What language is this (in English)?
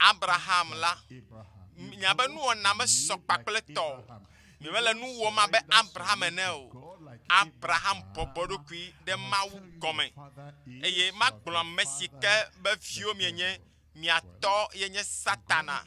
Ewe